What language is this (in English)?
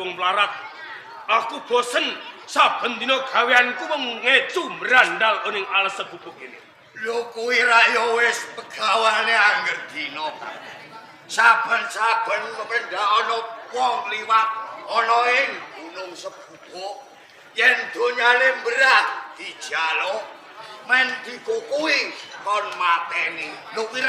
Javanese